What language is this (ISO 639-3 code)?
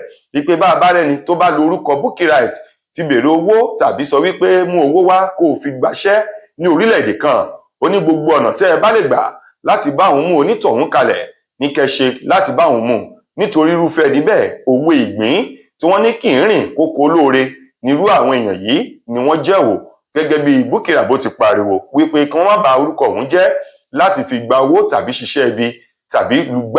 yor